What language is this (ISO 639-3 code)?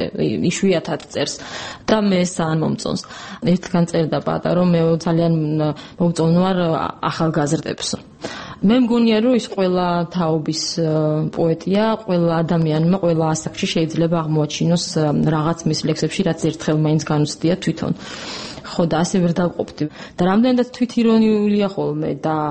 kat